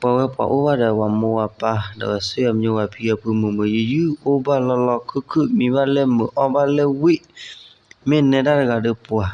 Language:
S'gaw Karen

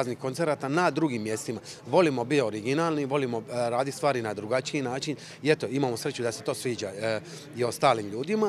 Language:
Croatian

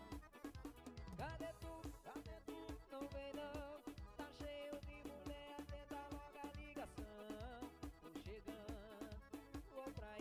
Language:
Portuguese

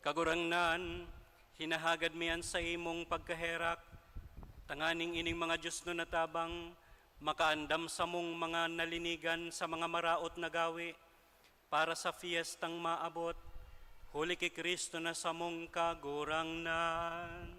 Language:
Bikol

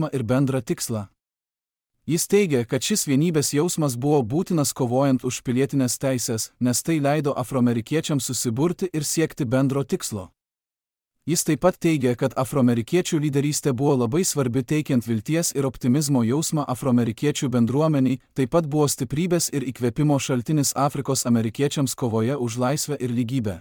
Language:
Lithuanian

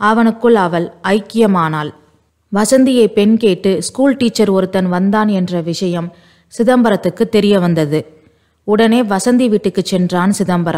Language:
Tamil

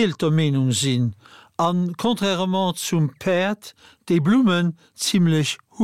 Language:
Luxembourgish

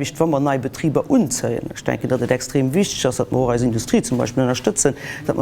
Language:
Luxembourgish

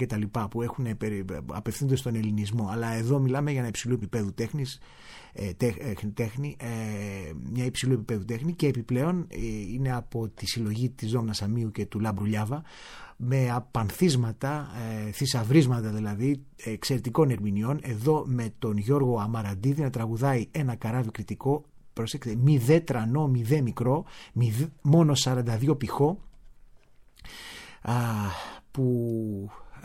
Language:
Greek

